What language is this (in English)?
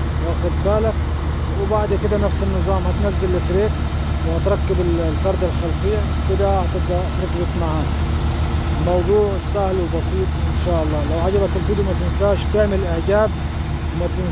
Egyptian Arabic